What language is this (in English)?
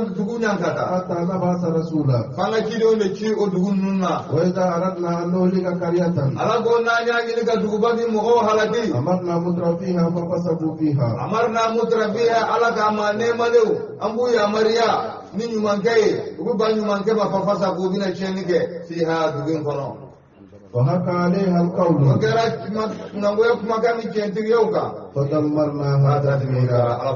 Bambara